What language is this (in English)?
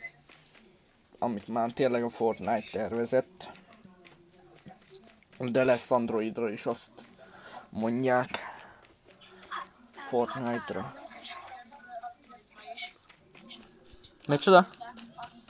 Hungarian